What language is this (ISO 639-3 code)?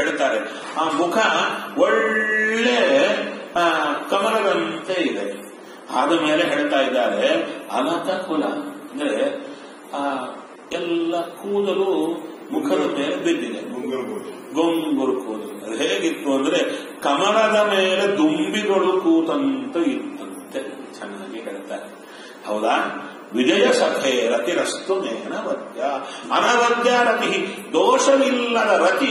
kan